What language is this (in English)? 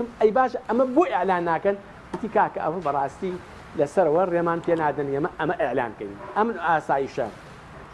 Central Kurdish